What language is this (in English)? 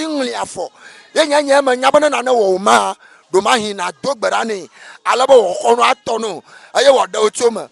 Ewe